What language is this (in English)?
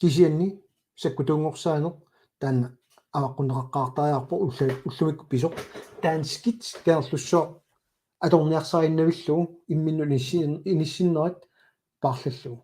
Kalaallisut